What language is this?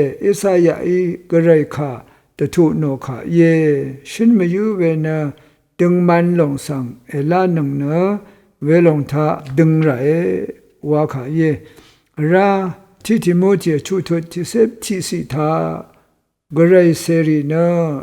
Rawang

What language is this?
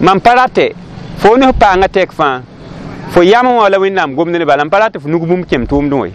Mossi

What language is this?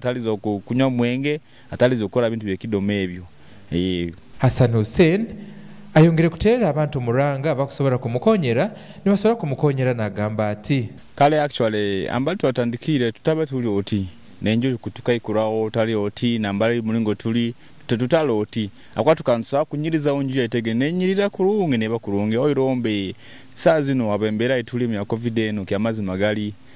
Nyoro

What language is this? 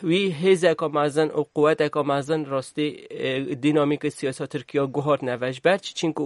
Kurdish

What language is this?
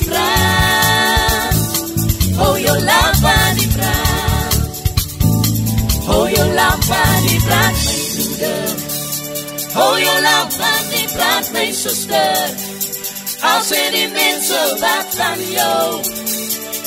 Afrikaans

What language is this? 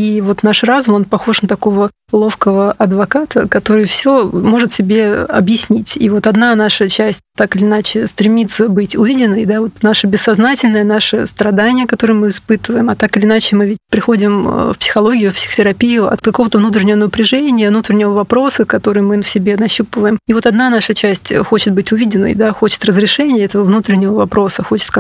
Russian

